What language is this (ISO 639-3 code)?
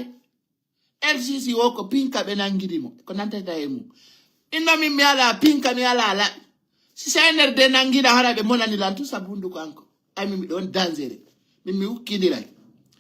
ful